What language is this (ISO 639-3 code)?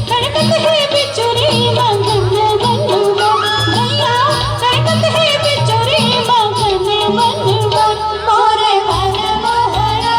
hne